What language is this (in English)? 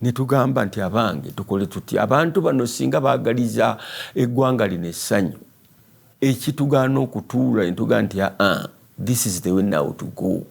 Ganda